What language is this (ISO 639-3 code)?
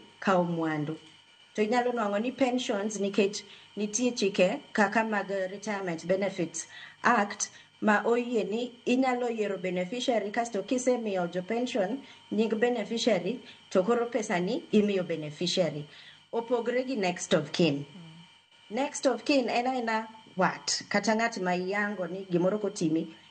luo